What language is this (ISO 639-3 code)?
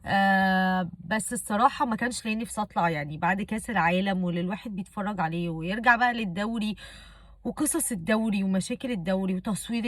arz